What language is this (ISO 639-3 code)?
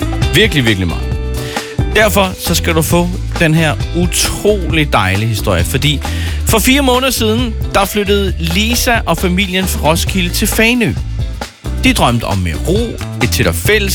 dan